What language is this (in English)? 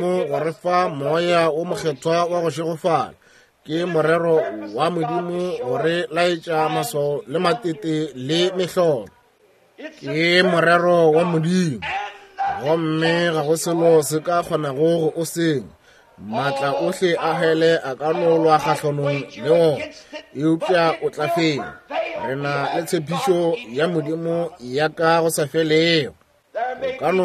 Northern Sotho